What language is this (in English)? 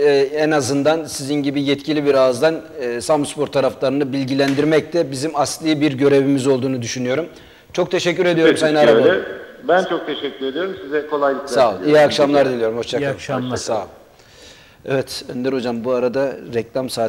Turkish